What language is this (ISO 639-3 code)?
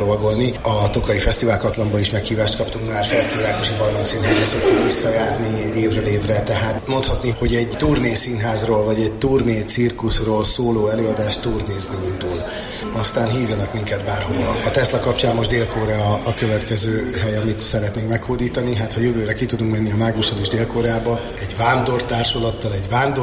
hun